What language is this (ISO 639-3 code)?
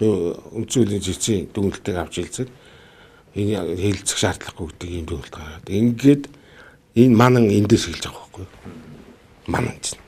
mon